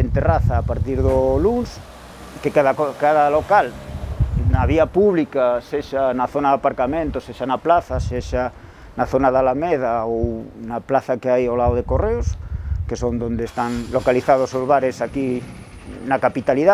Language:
Galician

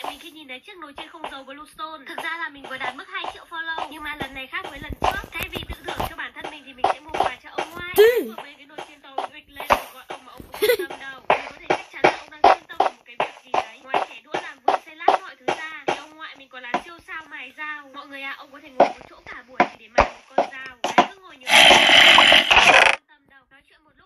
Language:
Vietnamese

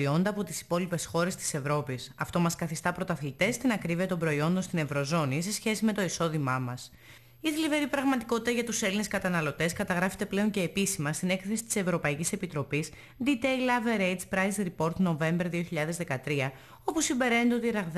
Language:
Greek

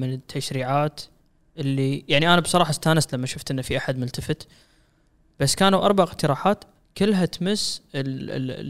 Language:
Gulf Arabic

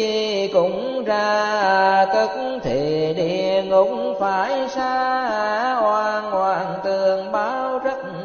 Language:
Vietnamese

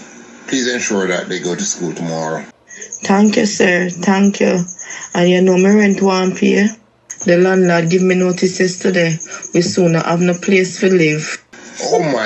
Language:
Jamaican Creole English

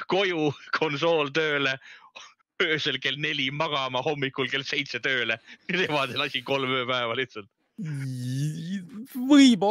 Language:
Estonian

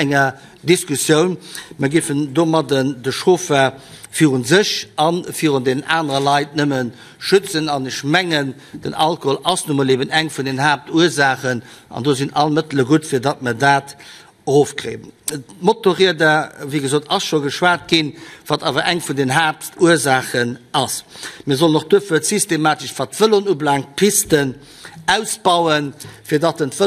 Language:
Luxembourgish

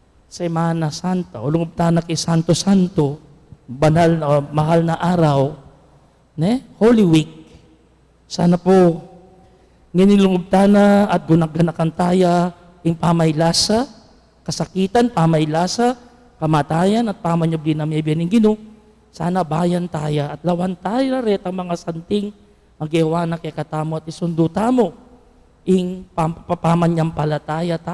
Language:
Pampanga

